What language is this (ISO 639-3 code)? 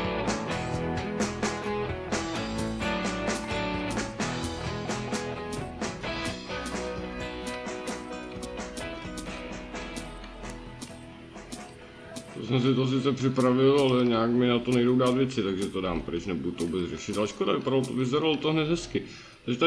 ces